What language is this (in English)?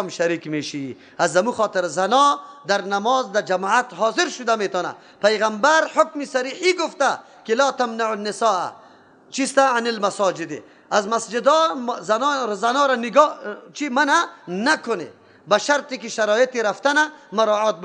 Persian